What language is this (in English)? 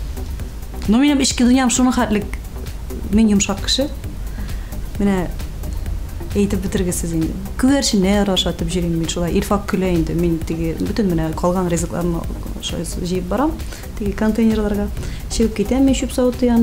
Tatar